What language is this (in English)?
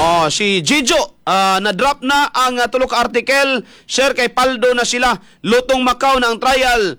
Cebuano